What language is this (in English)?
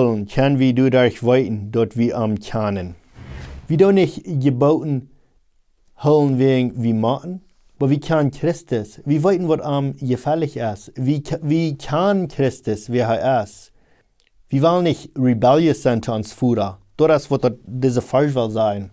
Plautdietsch